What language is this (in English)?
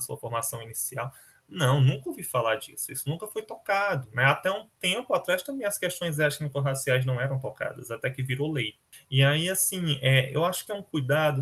Portuguese